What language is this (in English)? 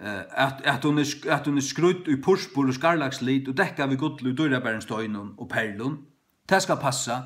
Faroese